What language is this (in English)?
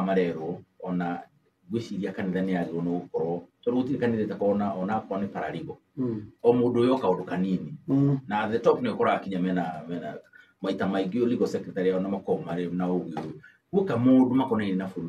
Kikuyu